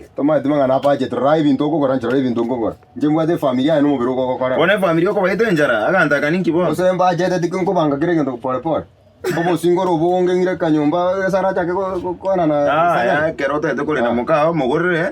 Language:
Gusii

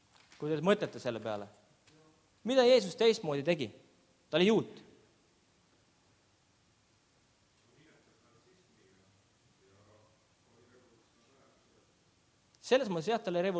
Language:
Estonian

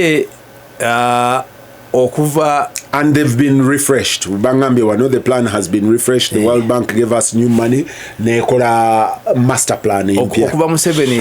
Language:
Ganda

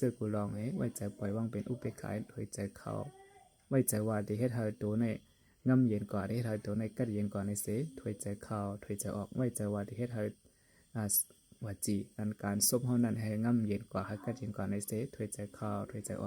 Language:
Shan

